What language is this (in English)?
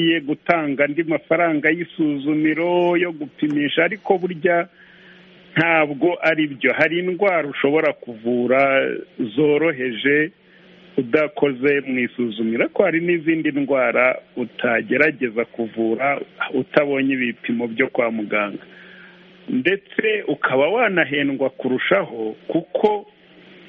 Kinyarwanda